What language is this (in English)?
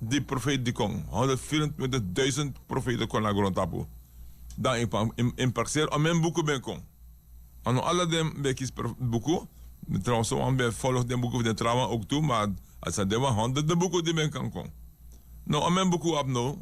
Sranan Tongo